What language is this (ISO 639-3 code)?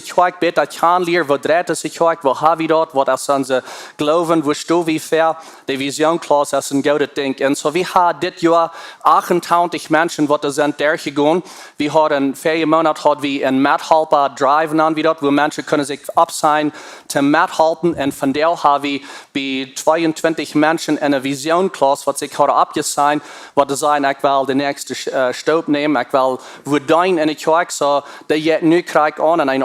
pdt